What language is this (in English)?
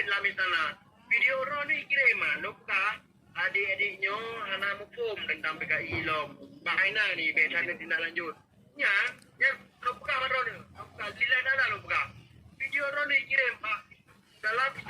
Achinese